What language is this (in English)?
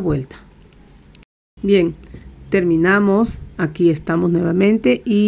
Spanish